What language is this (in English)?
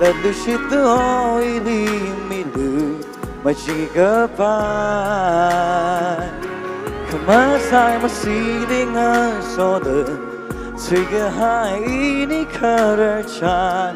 Tangkhul Naga (India)